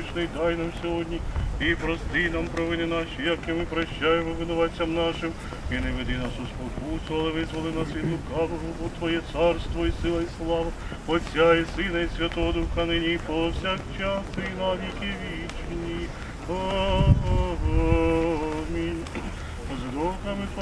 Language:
Ukrainian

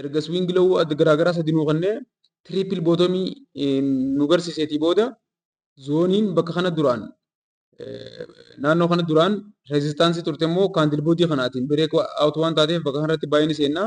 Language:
Oromo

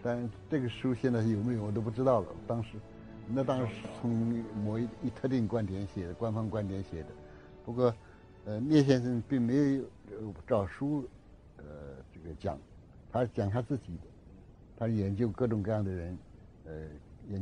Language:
Chinese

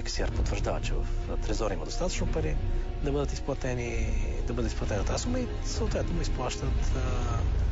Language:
Bulgarian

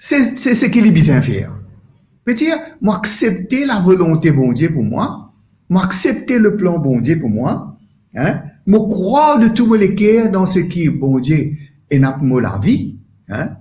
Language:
Morisyen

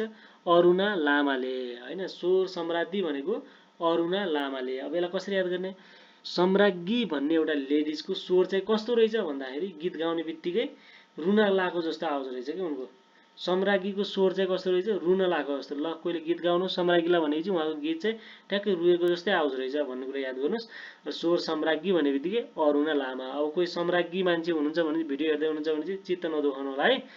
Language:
Nepali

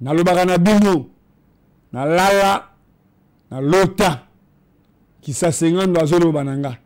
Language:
Lingala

